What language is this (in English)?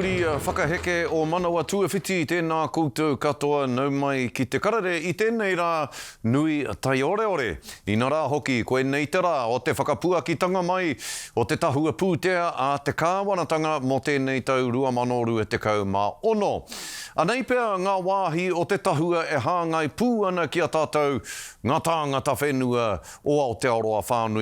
Māori